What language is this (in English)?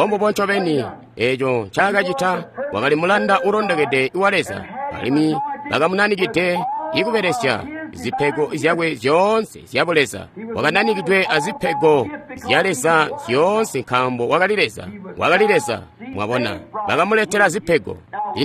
Tonga (Zambia)